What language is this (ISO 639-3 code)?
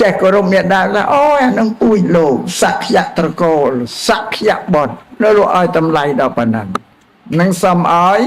khm